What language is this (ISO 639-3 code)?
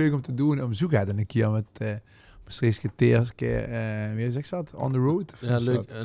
lim